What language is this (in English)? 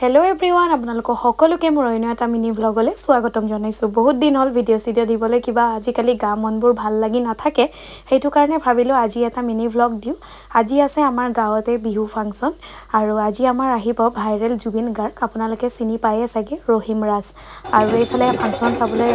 Assamese